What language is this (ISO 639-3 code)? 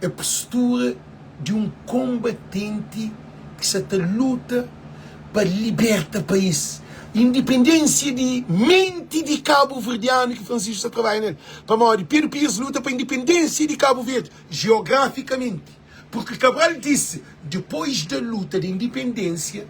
kea